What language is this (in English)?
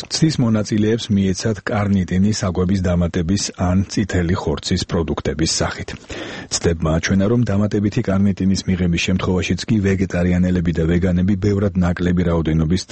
Georgian